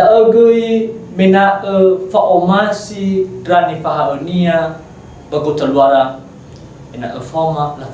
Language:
Nias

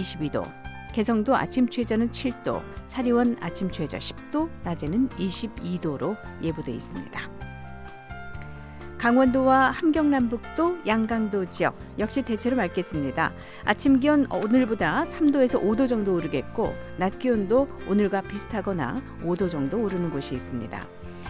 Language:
Korean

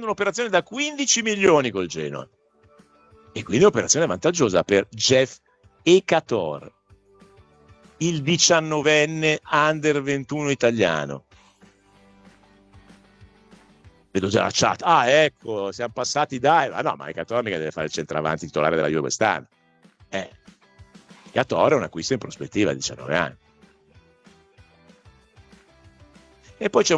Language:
Italian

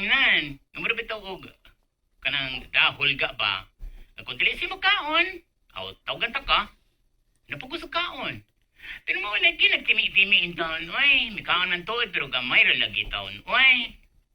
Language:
Cebuano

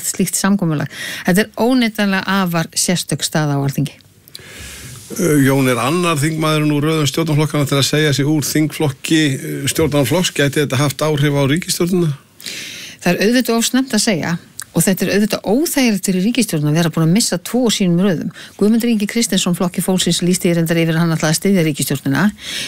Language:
Icelandic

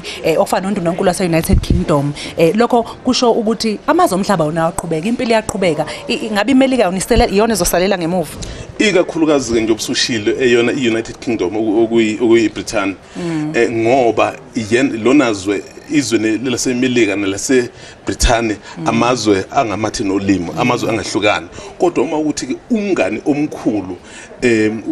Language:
Zulu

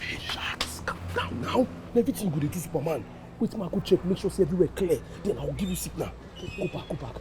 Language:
Nigerian Pidgin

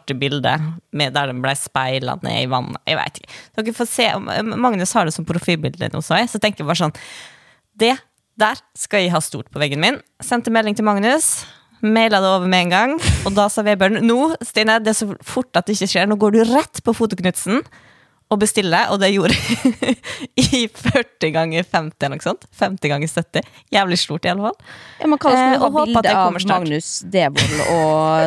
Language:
Norwegian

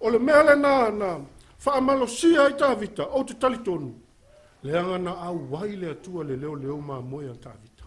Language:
Samoan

